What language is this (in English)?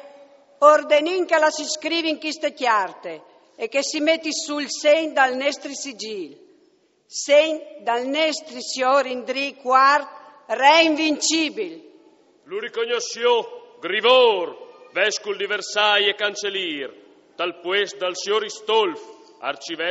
Friulian